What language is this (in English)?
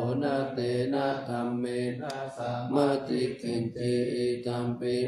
Pali